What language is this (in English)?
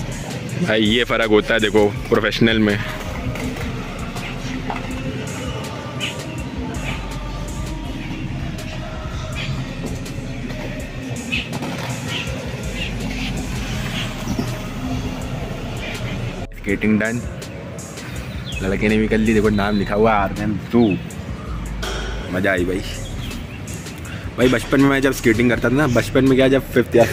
Hindi